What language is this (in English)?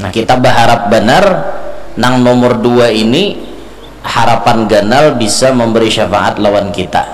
Banjar